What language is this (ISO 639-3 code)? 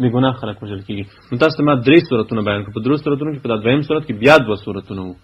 pus